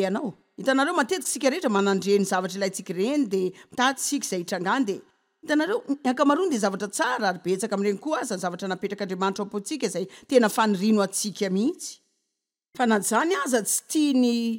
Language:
Malagasy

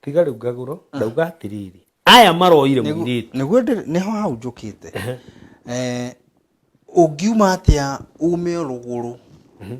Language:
Kikuyu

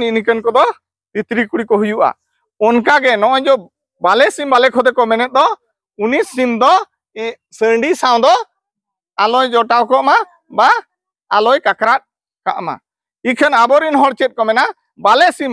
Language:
Santali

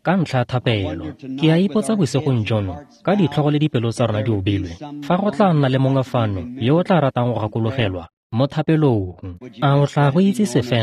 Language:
Tswana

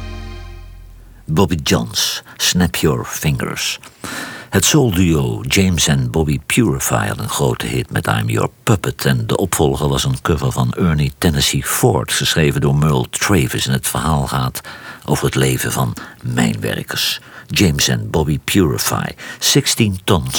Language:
Dutch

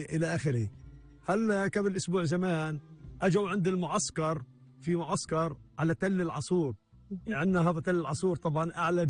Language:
North Levantine Arabic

